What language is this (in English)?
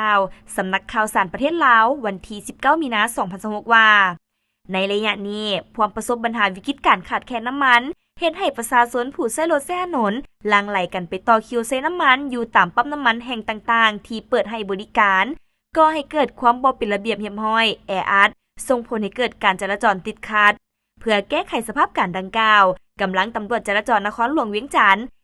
Lao